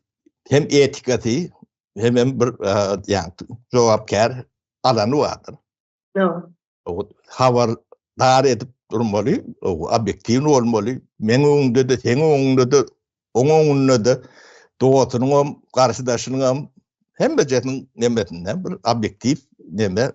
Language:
Turkmen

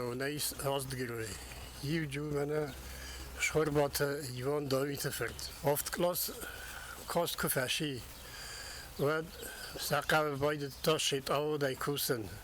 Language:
Ossetic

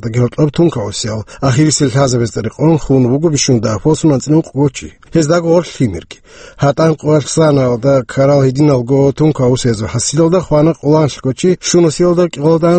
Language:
Avaric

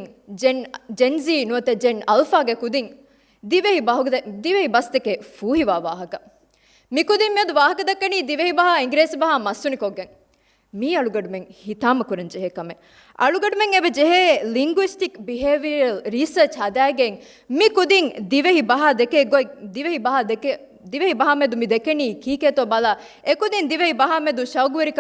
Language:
Divehi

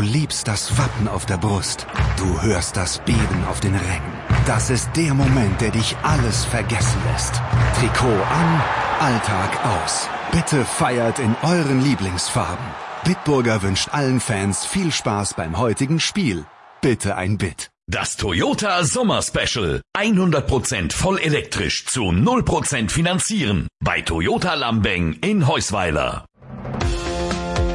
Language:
German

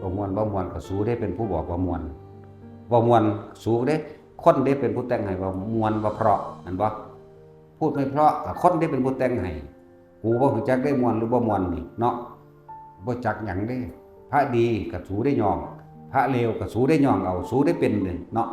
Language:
Northeastern Thai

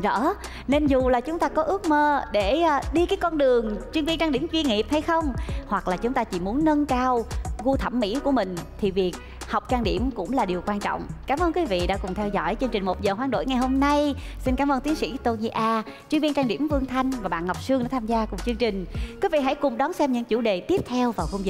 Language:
Vietnamese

